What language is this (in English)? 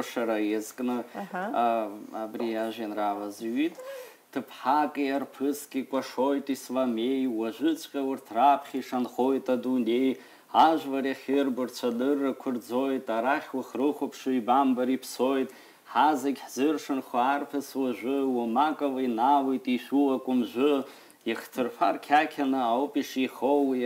Abkhazian